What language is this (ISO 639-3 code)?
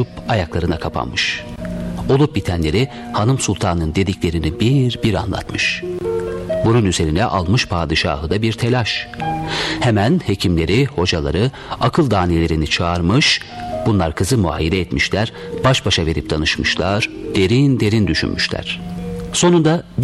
tur